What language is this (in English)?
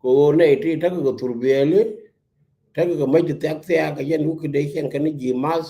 Nuer